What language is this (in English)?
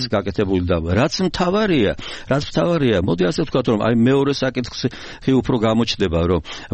Georgian